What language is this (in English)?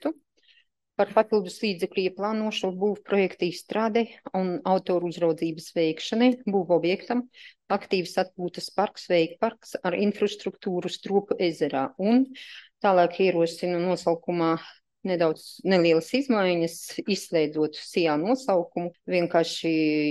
Latvian